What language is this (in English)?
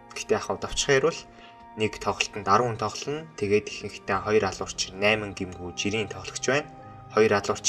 Mongolian